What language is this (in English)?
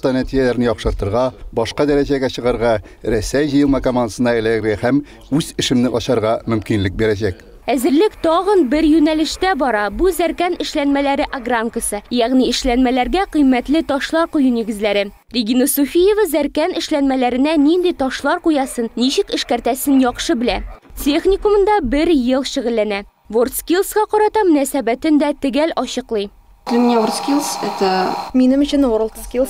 Tatar